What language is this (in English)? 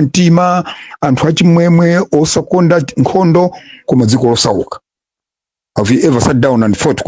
Nyanja